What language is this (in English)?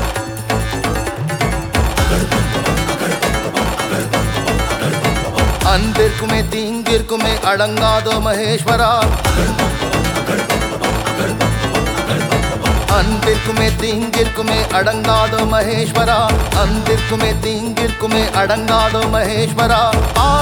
Tamil